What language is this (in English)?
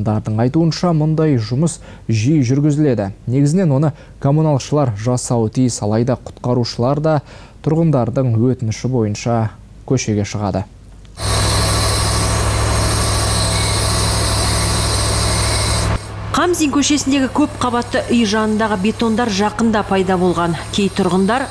Kazakh